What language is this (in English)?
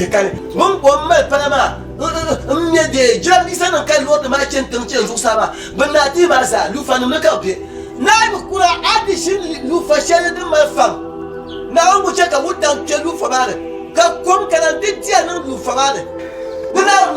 Dagbani